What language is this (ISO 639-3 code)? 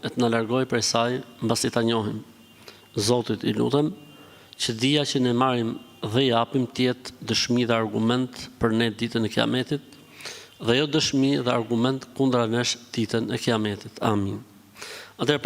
sqi